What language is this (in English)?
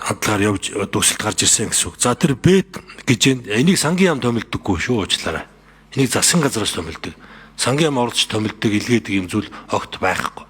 Mongolian